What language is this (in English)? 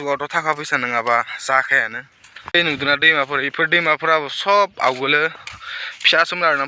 Bodo